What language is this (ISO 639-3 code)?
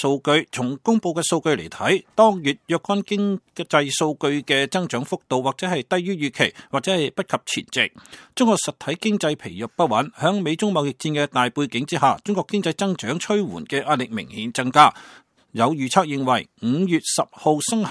yue